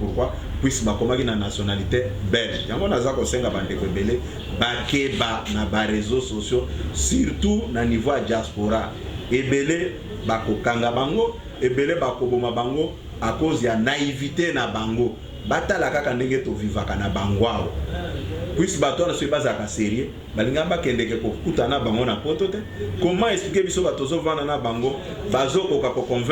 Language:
Lingala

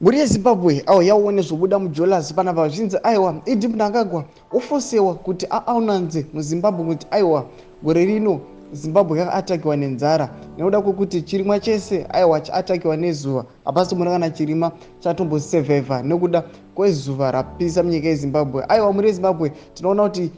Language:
Shona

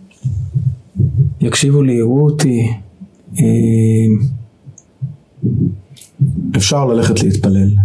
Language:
Hebrew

